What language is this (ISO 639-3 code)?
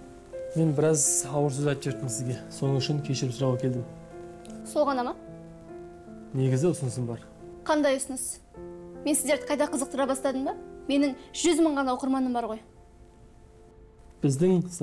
kaz